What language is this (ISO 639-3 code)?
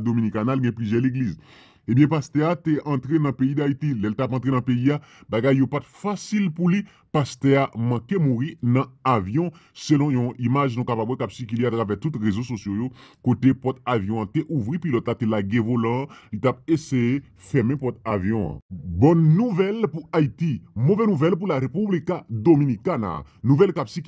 hat